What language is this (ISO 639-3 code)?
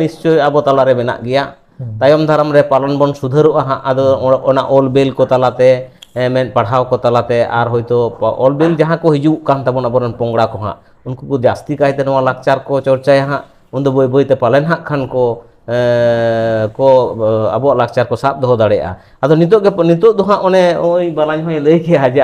sat